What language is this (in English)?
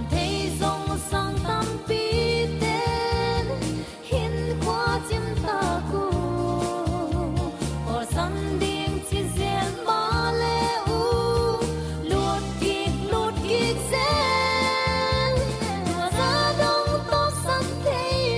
Tedim Chin